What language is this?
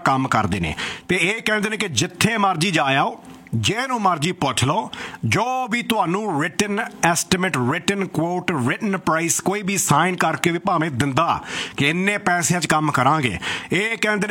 Punjabi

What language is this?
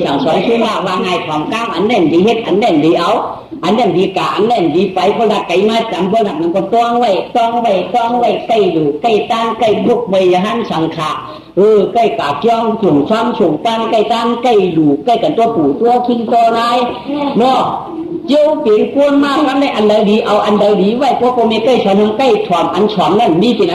Shan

